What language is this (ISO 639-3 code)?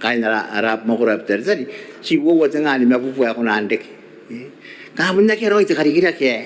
gil